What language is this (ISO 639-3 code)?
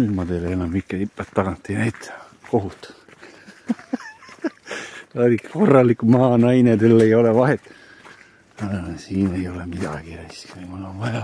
est